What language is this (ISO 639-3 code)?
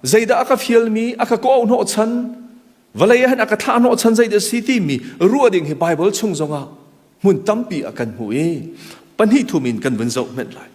cnh